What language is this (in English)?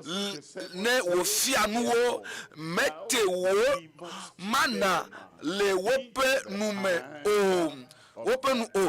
Ewe